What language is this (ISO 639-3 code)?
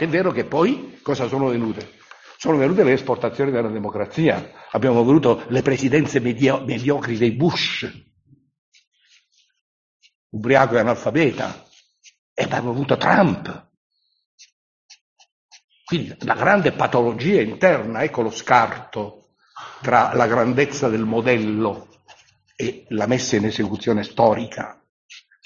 ita